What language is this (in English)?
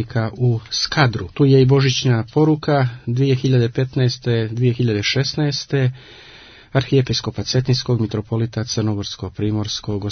Serbian